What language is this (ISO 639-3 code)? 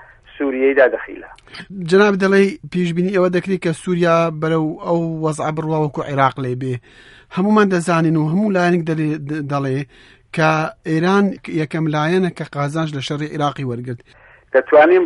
ckb